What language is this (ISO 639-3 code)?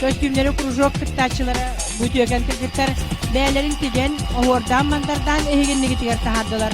sah